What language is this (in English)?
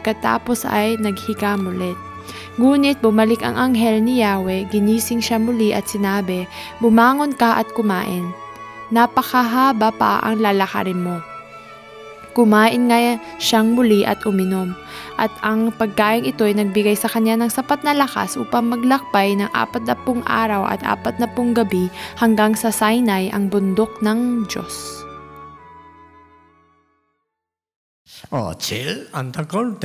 Filipino